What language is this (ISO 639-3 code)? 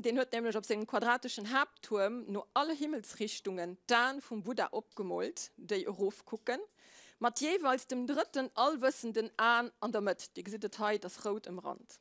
ltz